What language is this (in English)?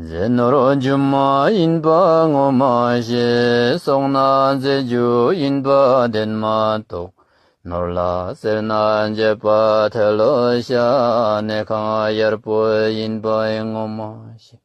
Tibetan